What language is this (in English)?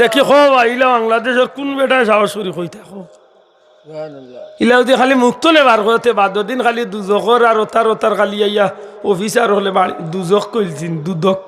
Sylheti